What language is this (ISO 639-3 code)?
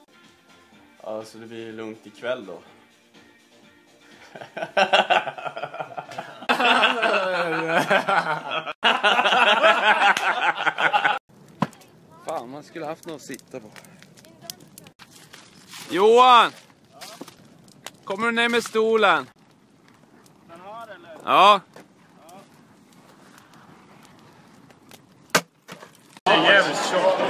swe